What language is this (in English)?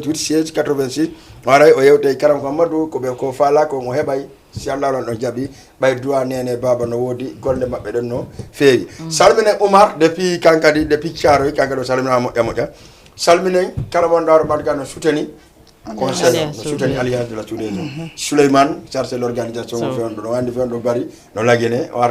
Fula